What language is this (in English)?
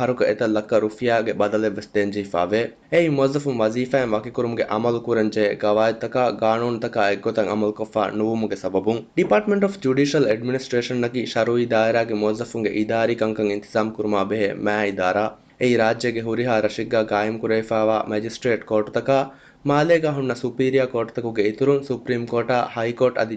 Divehi